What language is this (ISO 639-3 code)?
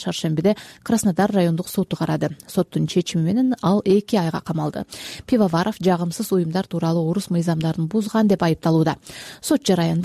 kir